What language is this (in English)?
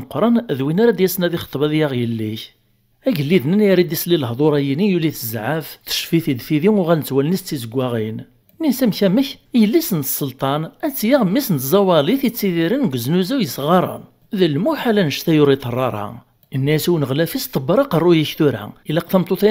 Kabyle